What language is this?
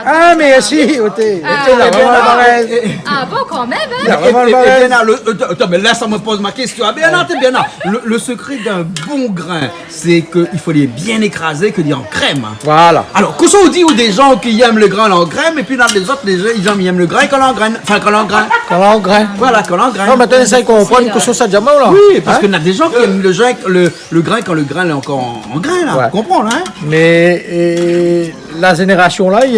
Réunion Creole French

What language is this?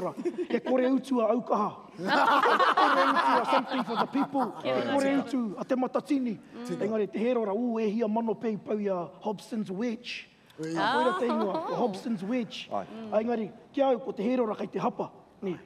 Māori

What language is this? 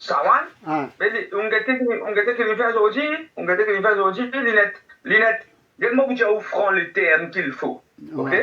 Morisyen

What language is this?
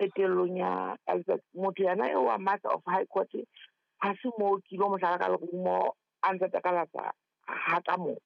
Southern Sotho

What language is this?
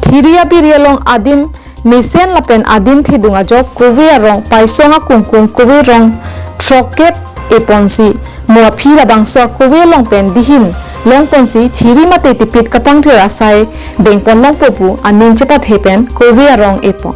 Karbi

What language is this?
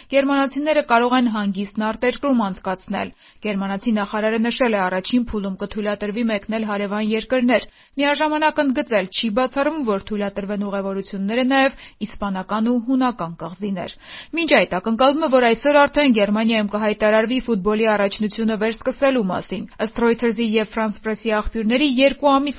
Armenian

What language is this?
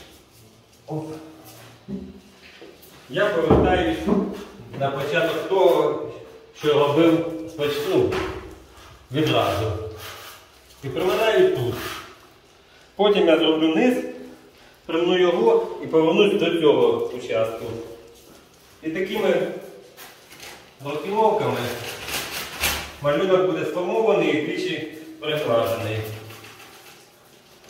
Ukrainian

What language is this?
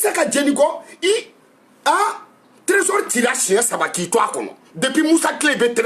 Bambara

